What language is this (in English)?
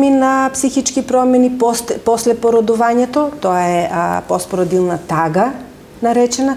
Macedonian